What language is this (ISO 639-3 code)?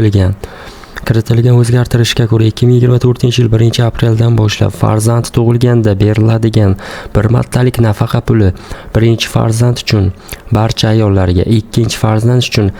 uzb